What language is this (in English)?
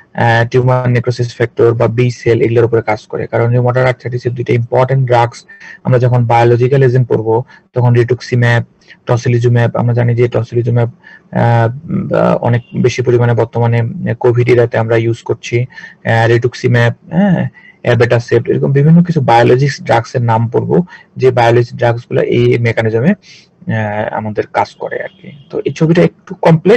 Bangla